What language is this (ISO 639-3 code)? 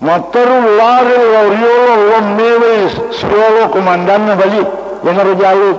bug